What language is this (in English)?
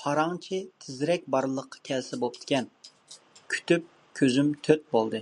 Uyghur